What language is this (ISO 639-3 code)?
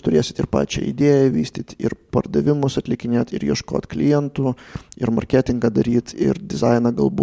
lit